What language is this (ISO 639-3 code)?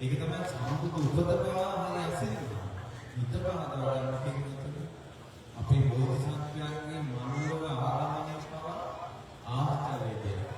sin